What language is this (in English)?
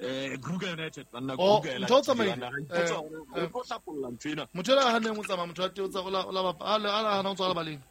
Southern Sotho